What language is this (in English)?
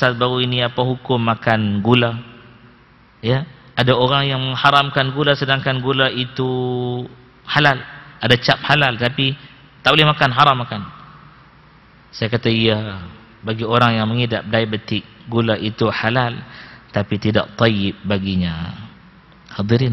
Malay